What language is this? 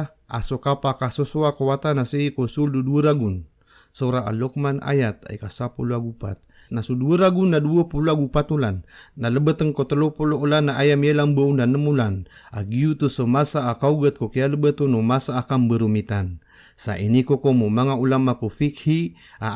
Maranao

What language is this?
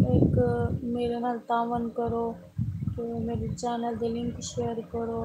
Saraiki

